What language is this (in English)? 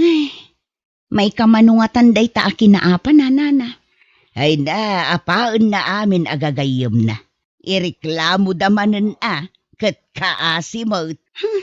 Iloko